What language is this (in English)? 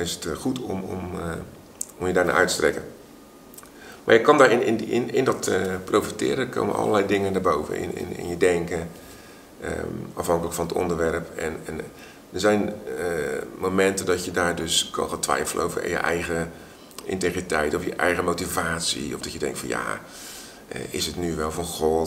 Dutch